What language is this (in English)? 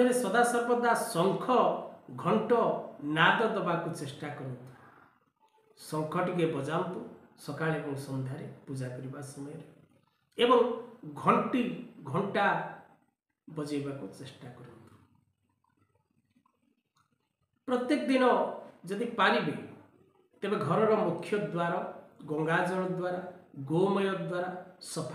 Odia